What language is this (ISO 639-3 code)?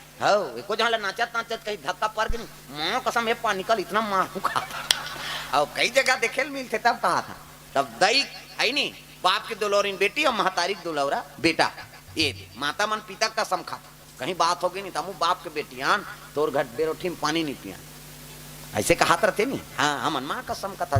hne